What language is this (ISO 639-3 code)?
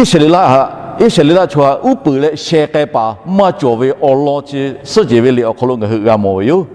lhu